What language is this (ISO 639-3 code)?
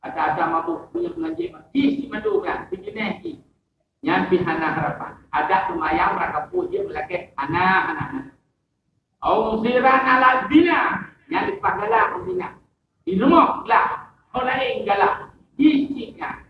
ace